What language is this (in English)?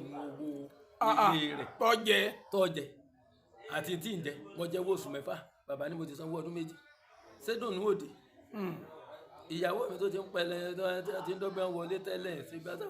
Yoruba